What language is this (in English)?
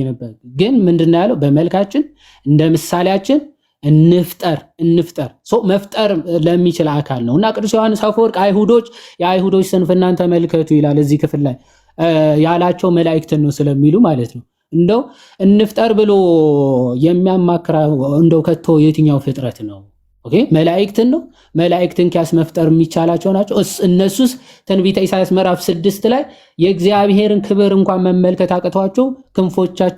Amharic